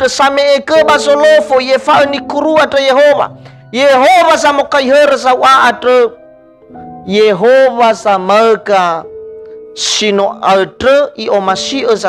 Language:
Nias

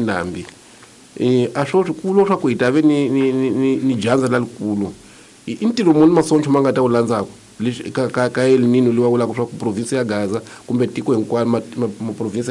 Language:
Tsonga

